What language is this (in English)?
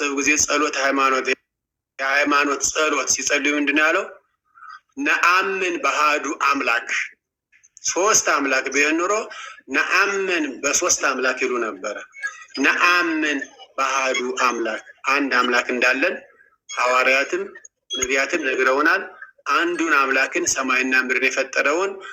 Amharic